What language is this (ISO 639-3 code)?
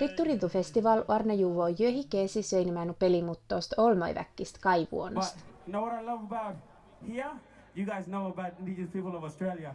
smn